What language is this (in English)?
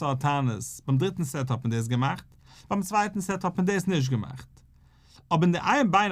Yiddish